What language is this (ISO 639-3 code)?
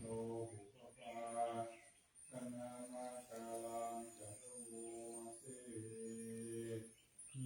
pli